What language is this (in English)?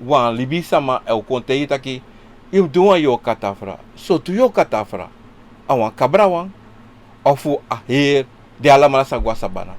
Sranan Tongo